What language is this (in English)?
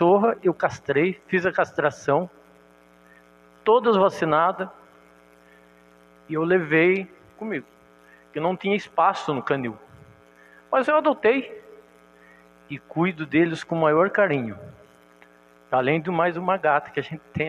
Portuguese